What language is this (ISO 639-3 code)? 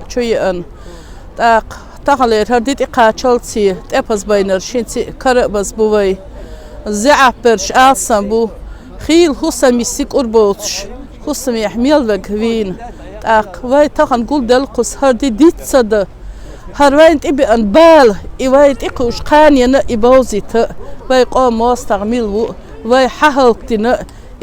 che